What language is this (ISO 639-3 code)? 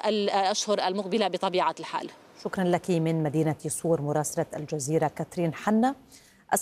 ara